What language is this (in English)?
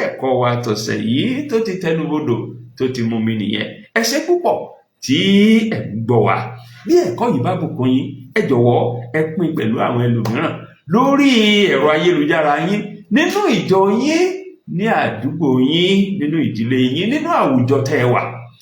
Yoruba